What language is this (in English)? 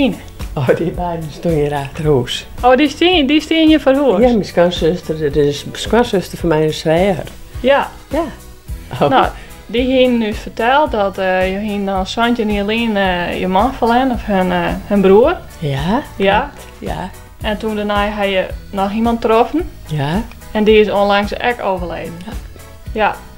Western Frisian